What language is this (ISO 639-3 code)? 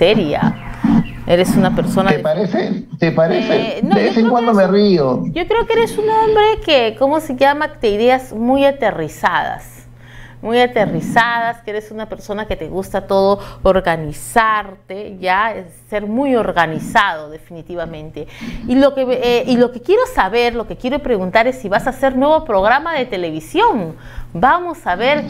spa